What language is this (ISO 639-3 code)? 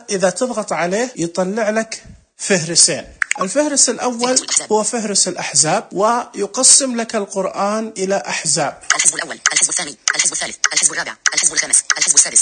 ars